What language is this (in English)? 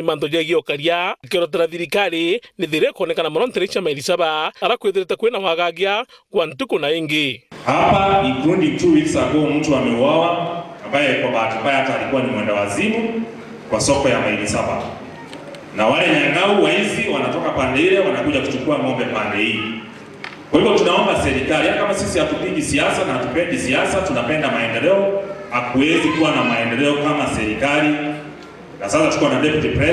Meru